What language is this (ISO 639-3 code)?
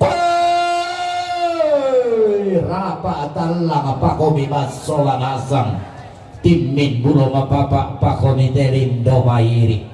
sda